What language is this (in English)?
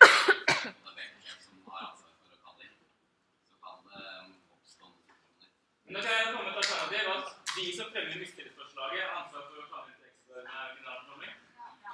Norwegian